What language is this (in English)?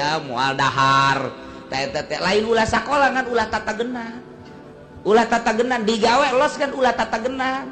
Sundanese